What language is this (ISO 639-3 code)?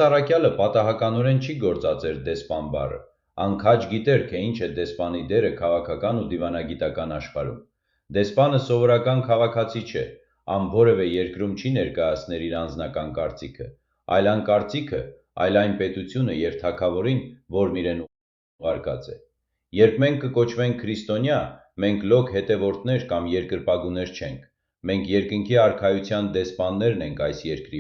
hyw